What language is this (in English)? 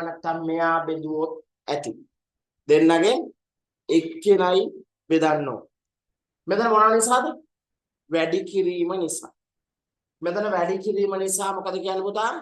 Sinhala